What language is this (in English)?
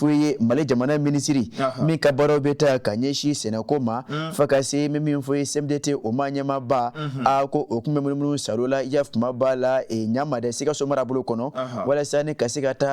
Bambara